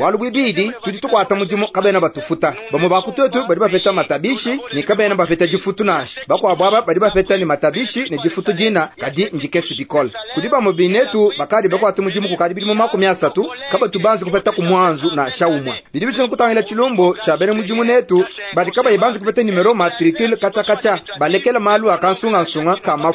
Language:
Luba-Lulua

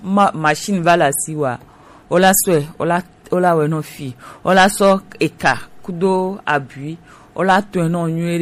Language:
Gen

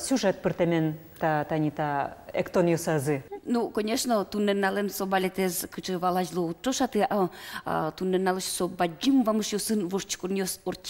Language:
Udmurt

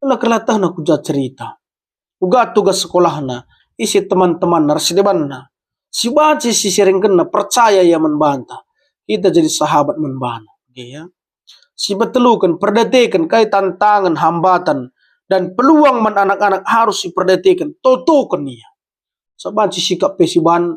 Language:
Batak Karo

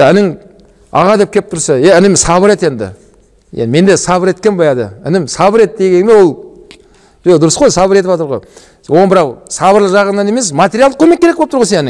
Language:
Kazakh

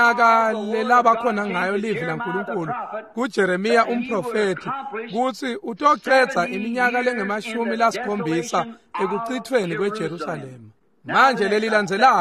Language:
Swati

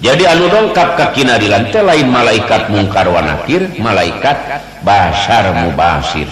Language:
Sundanese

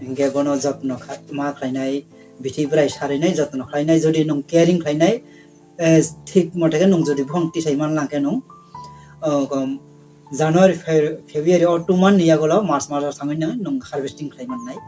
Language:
Kok Borok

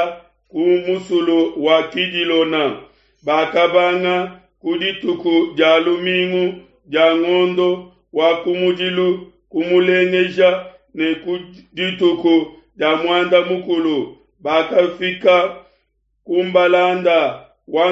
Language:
Luba-Lulua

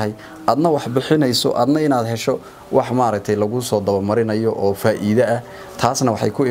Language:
Somali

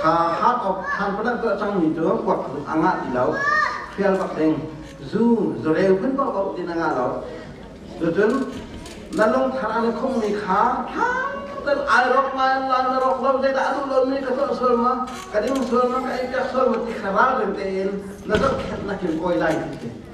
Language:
Hakha Chin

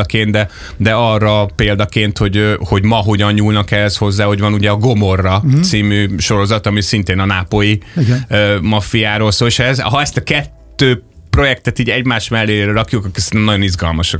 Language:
Hungarian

